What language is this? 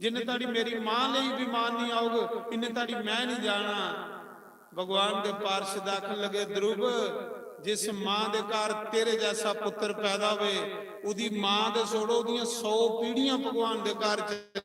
Dogri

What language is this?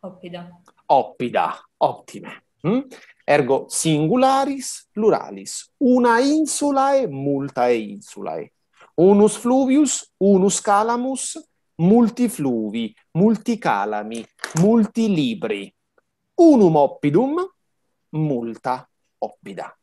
Latin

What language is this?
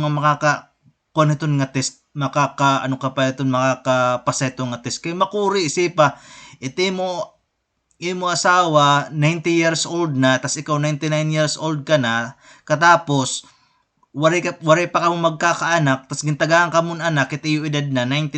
Waray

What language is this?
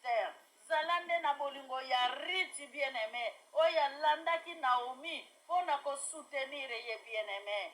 Lingala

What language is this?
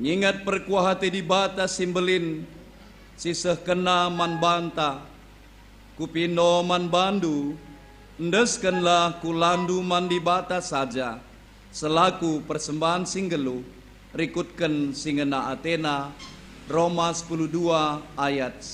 Batak Karo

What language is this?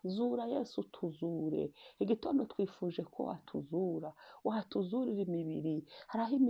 Kinyarwanda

